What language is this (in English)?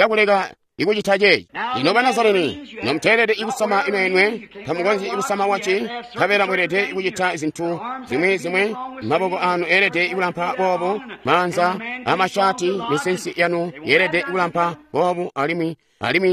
Tonga (Zambia)